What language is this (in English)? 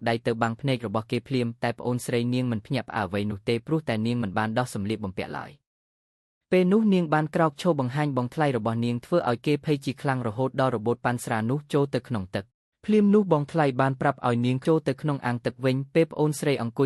Khmer